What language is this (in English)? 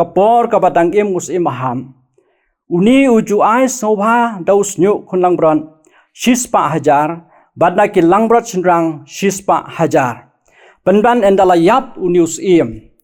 Khasi